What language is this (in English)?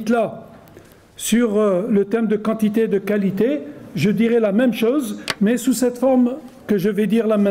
French